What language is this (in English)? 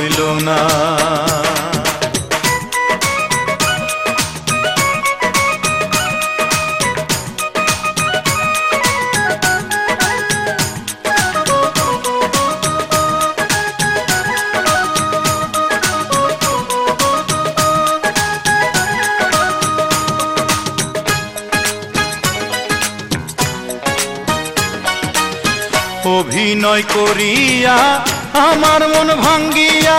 Bangla